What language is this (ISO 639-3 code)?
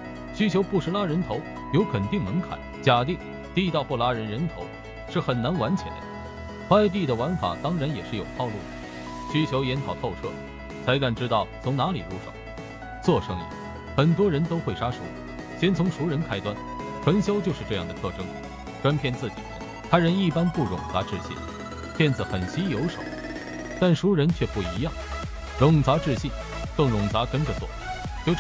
zho